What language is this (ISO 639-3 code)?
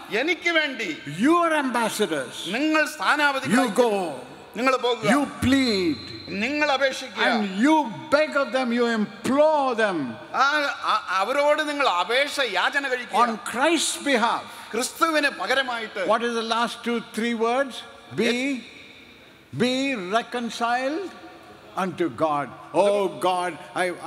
eng